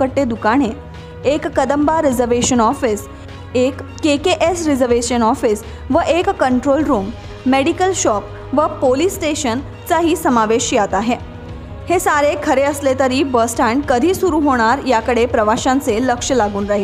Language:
Marathi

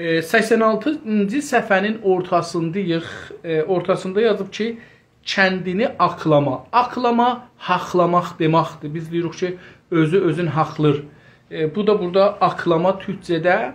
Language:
South Azerbaijani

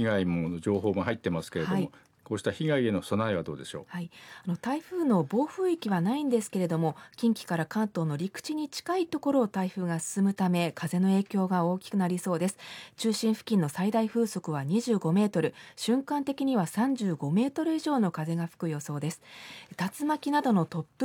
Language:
Japanese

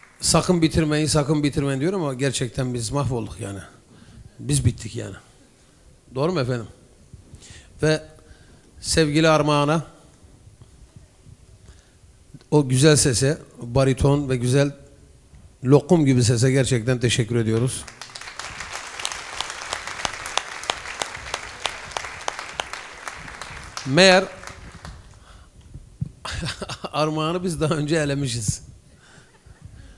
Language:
Turkish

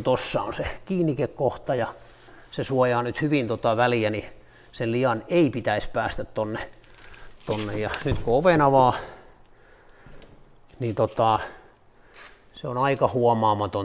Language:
Finnish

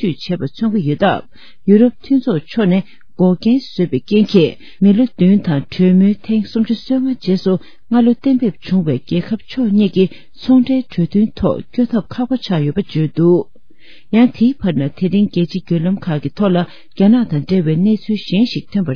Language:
Tibetan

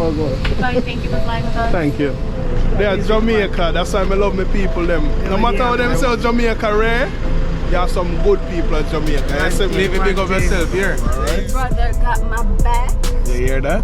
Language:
Jamaican Creole English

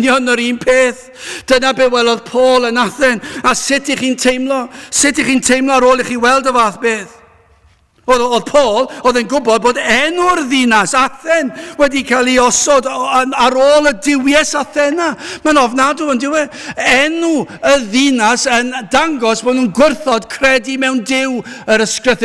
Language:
Welsh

